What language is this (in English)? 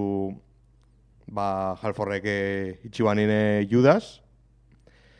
Basque